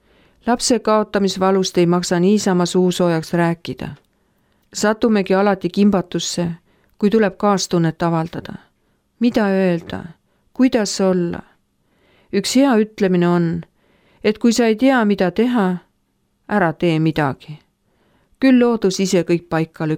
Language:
Estonian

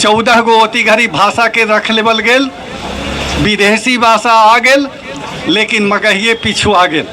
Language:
Magahi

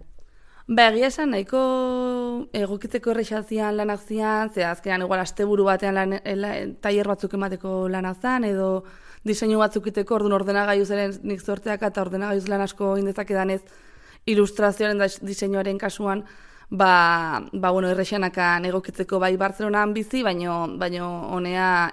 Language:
Basque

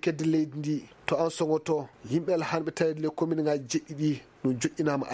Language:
Fula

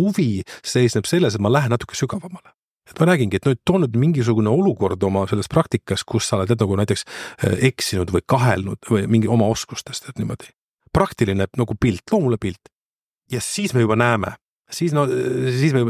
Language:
Estonian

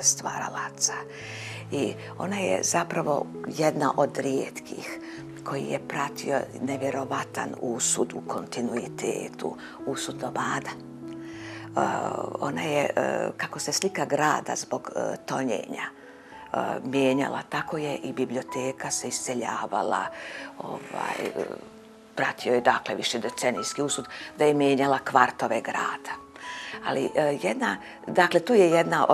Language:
Bosnian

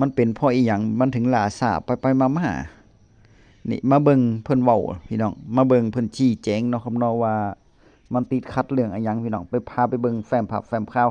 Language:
Northeastern Thai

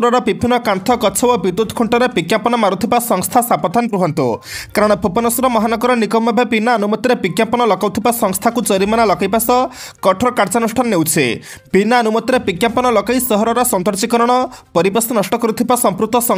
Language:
Odia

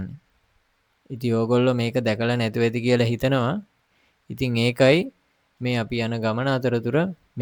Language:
Sinhala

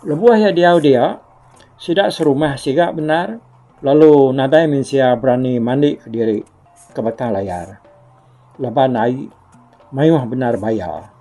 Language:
Iban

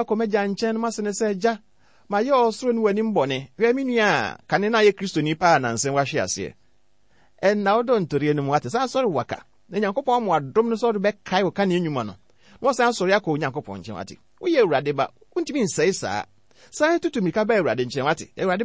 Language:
Akan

